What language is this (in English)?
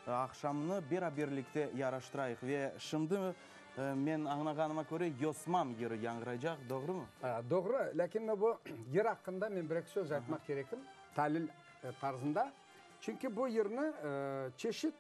Crimean Tatar